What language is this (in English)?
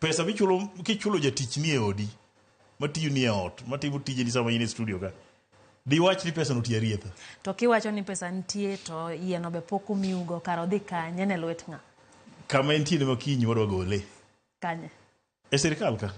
Luo (Kenya and Tanzania)